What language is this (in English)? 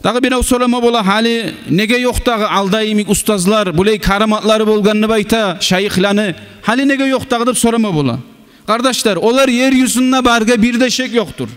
Kumyk